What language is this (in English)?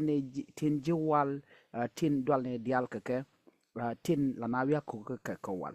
Nuer